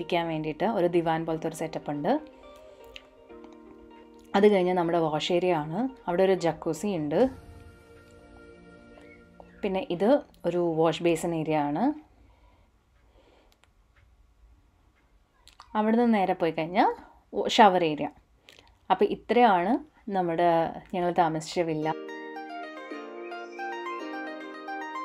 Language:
Malayalam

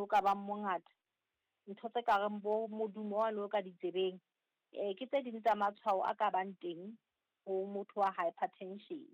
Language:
Southern Sotho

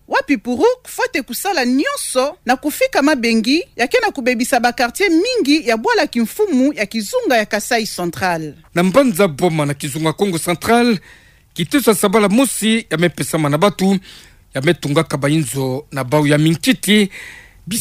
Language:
Kituba (Democratic Republic of Congo)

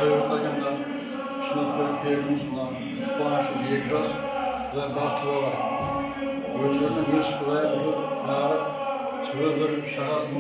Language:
Kara-Kalpak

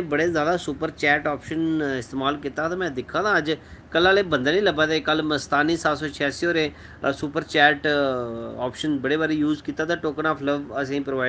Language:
Dogri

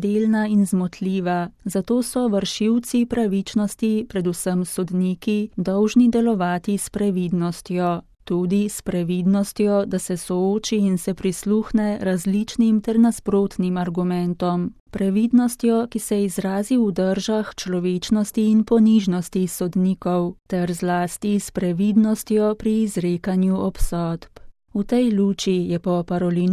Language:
Slovenian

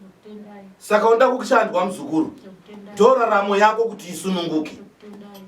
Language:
Shona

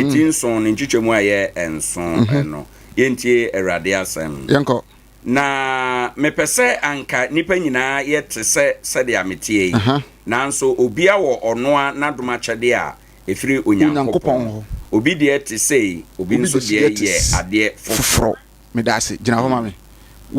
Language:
Akan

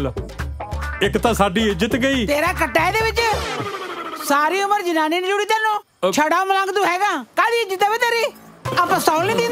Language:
Punjabi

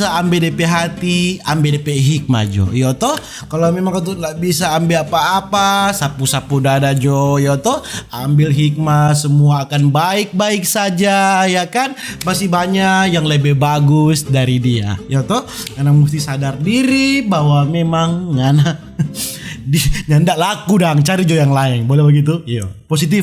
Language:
Manado Malay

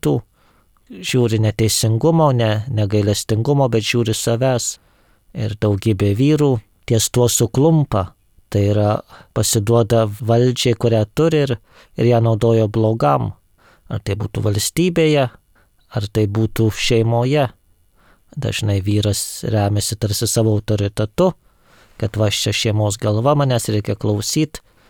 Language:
Lithuanian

